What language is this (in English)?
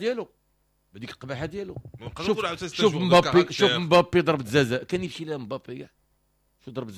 Moroccan Arabic